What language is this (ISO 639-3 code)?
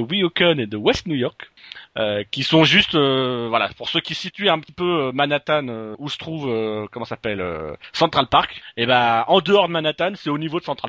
fra